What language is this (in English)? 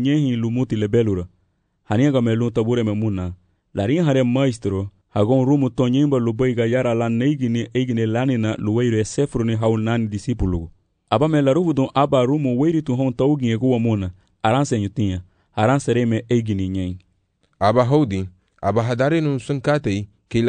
Garifuna